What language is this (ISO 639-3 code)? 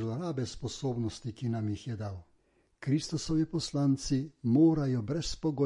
slv